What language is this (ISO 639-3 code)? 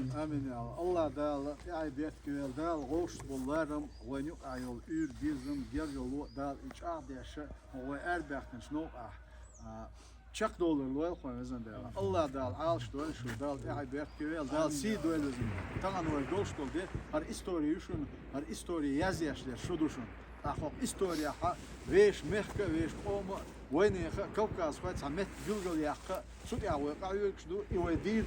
che